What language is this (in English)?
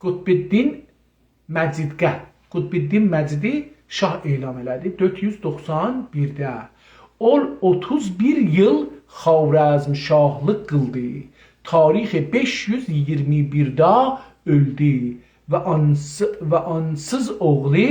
South Azerbaijani